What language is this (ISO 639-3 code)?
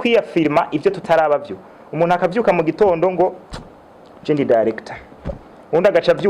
run